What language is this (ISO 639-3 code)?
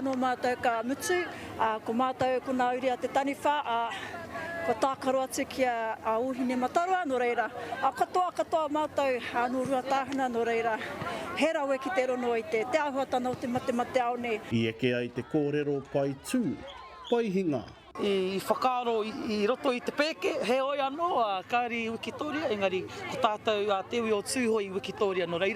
mri